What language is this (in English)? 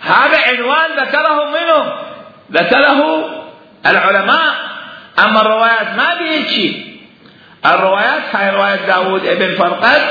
Mesopotamian Arabic